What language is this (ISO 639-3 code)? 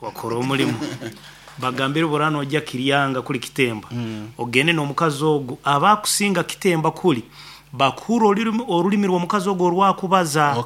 nyn